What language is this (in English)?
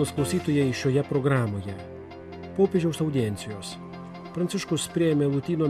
Lithuanian